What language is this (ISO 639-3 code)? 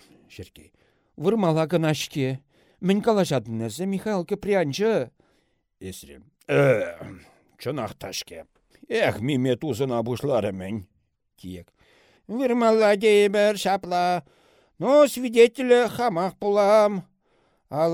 chv